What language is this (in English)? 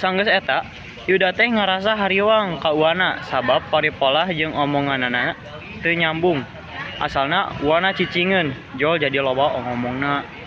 Sundanese